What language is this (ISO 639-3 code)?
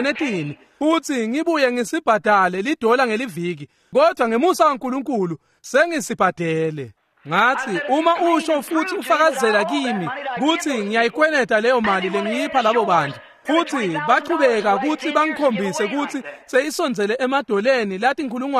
ssw